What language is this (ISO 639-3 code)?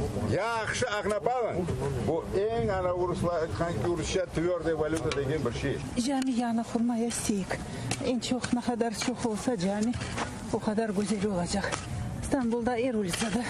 crh